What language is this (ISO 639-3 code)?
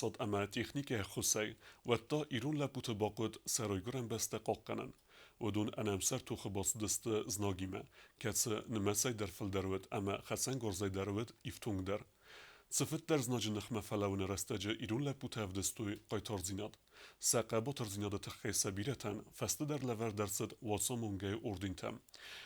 oss